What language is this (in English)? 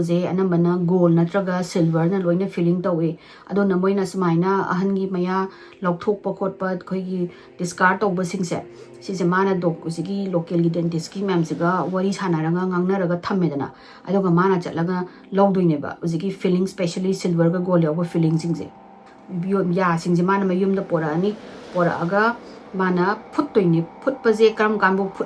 Manipuri